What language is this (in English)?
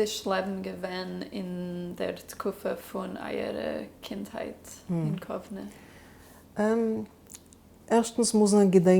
Yiddish